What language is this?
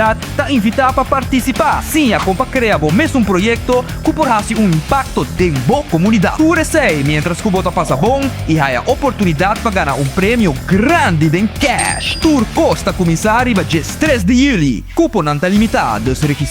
Papiamento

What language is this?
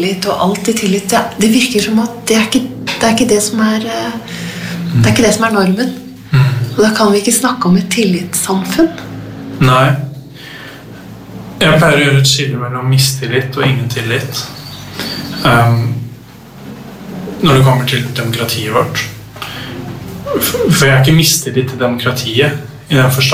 Norwegian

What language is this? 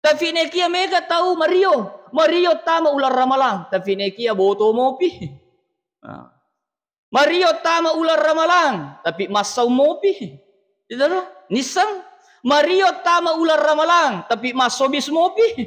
Buginese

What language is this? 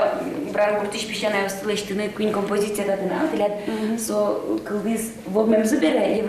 Udmurt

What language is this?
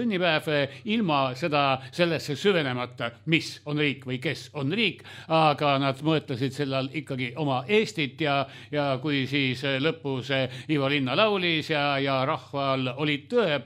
Estonian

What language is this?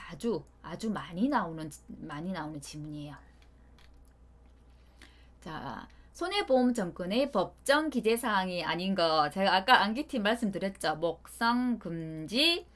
Korean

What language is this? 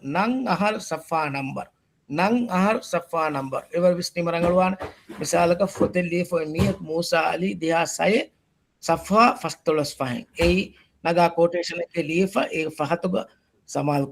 Divehi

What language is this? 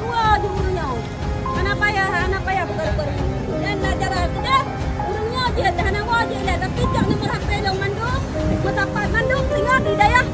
Achinese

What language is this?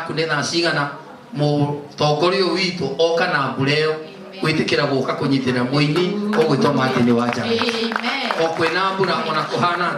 Kikuyu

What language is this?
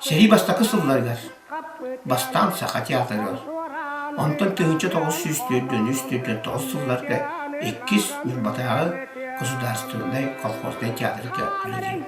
Yakut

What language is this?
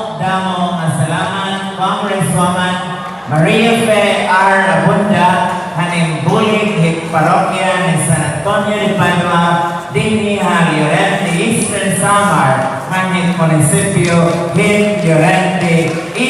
Waray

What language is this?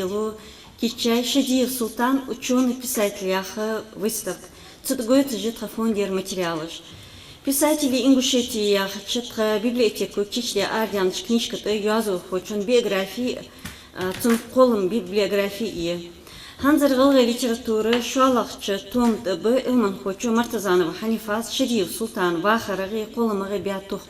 Ingush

